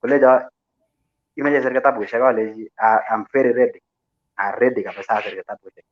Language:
Kalenjin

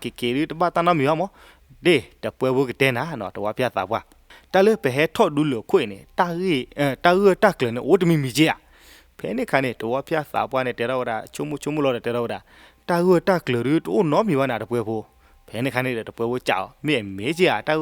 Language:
S'gaw Karen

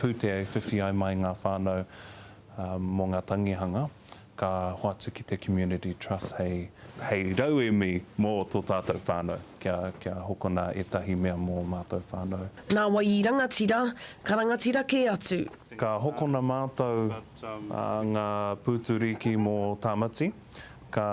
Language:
Māori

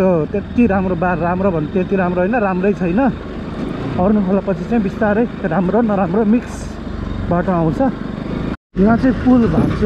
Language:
Nepali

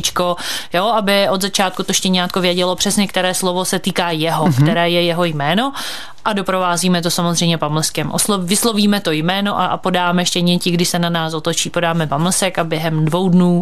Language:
Czech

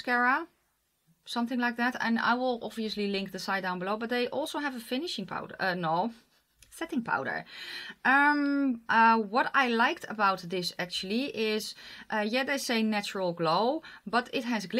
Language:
English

